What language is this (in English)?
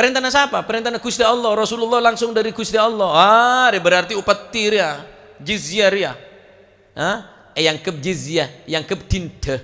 Madurese